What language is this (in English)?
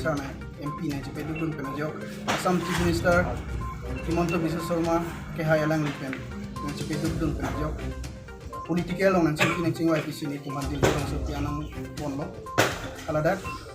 Karbi